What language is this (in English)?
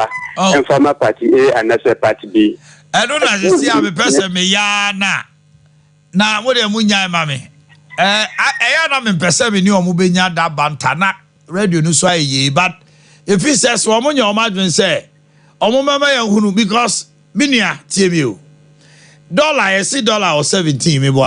Akan